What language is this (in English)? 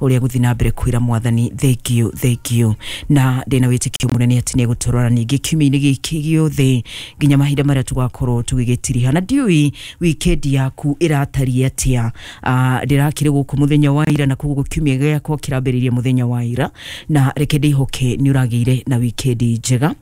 Kikuyu